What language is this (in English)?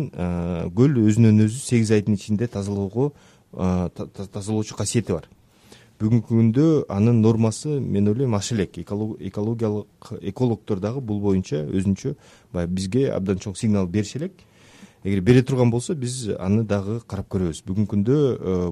Kyrgyz